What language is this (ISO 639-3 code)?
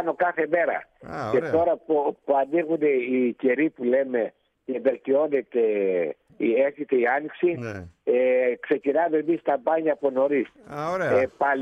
ell